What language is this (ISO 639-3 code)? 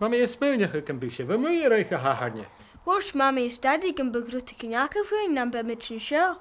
gla